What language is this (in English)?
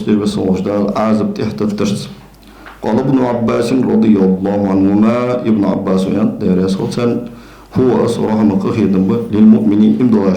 Ingush